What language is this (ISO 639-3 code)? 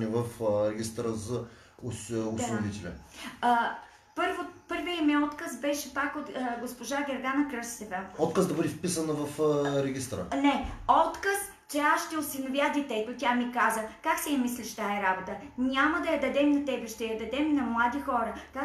bul